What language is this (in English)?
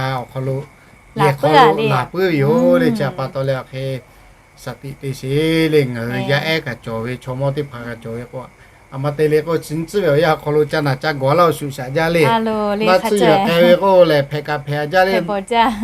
Lahu